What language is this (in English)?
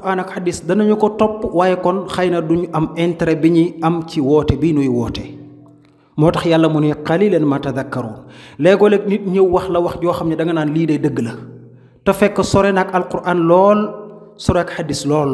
Wolof